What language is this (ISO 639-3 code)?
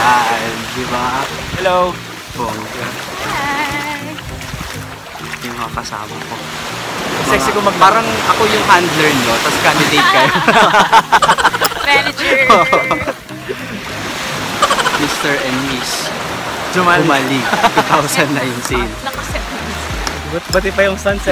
fil